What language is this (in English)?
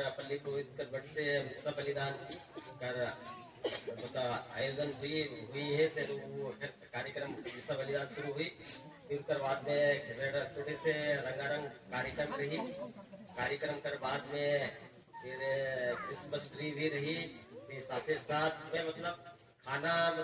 Sadri